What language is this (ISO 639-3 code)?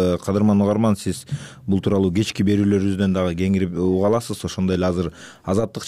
kir